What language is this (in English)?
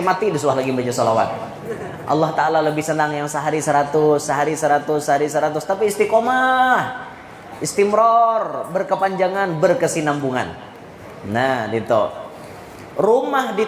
Banjar